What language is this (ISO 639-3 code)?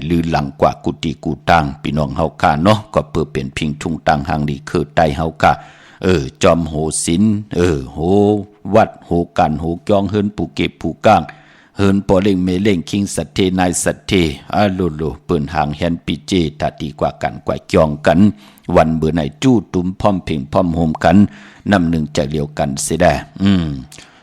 shn